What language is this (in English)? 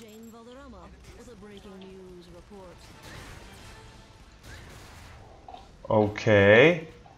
Czech